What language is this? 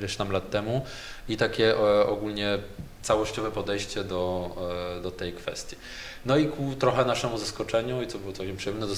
Polish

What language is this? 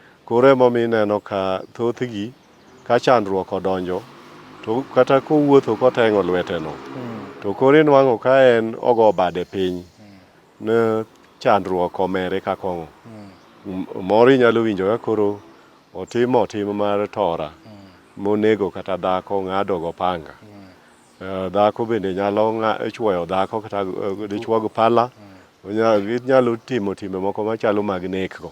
Luo (Kenya and Tanzania)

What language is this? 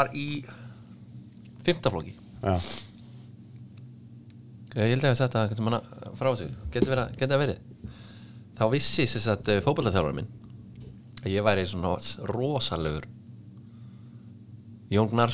Icelandic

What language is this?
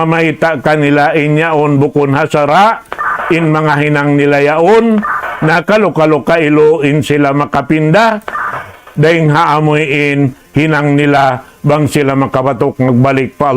Tausug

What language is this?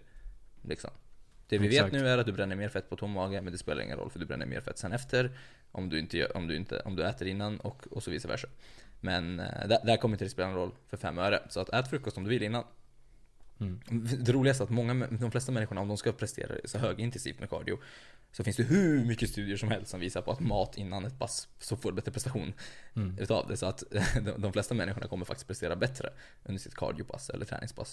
Swedish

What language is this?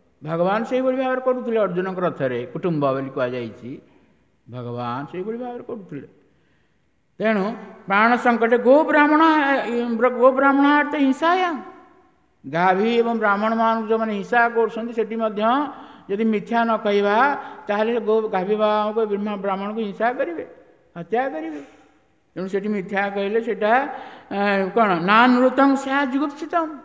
Odia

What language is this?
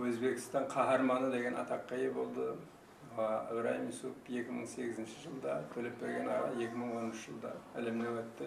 Kara-Kalpak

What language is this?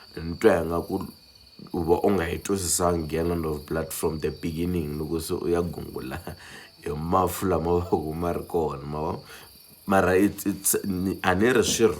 Tsonga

